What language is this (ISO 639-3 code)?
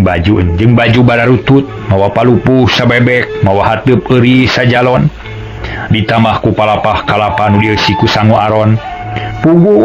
sun